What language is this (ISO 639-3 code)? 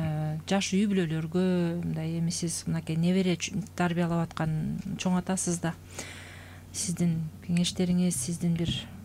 kir